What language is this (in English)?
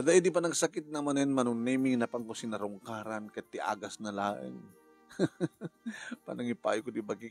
Iloko